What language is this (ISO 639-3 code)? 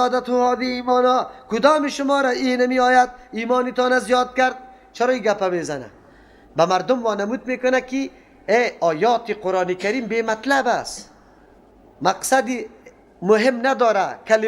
fas